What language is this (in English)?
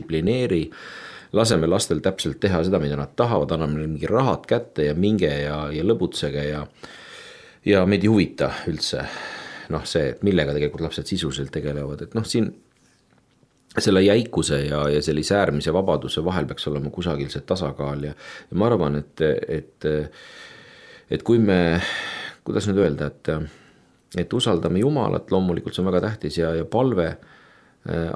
Estonian